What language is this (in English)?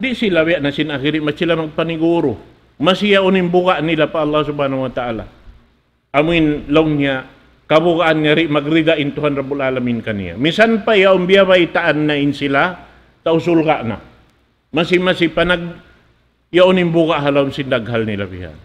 Tausug